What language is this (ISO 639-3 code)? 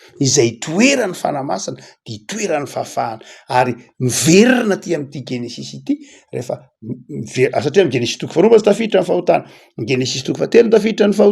mlg